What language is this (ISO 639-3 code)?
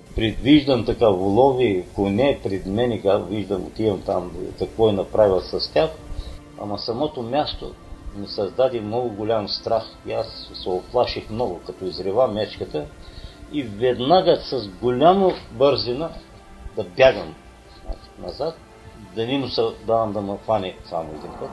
bul